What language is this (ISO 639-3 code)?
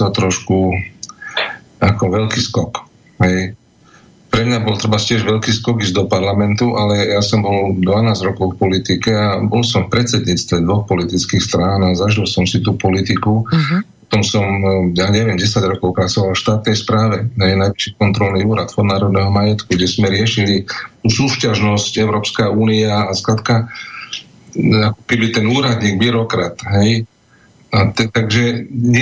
slk